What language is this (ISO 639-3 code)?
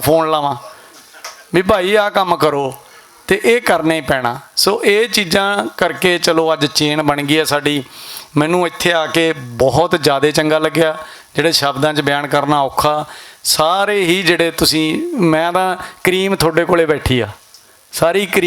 lah